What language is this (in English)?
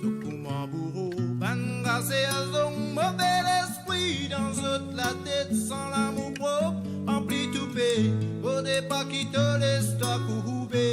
Morisyen